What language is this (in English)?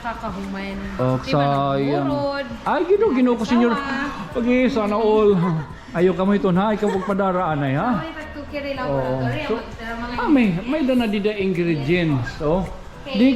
Waray